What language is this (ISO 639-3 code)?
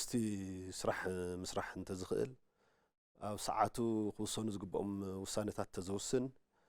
tir